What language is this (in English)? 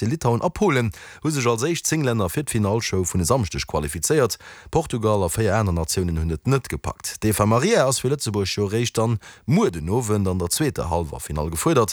Luxembourgish